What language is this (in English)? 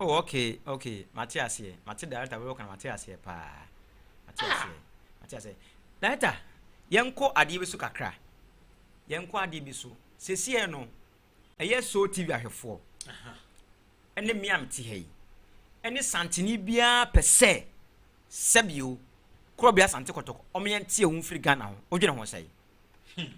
Akan